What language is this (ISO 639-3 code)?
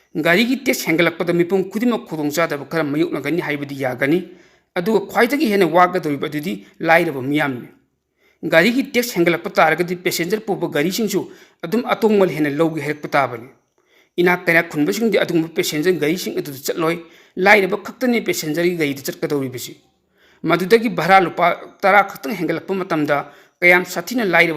mni